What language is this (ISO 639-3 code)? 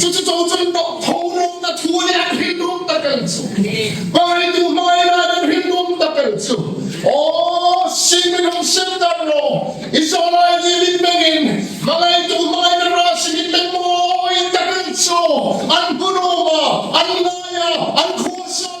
hmr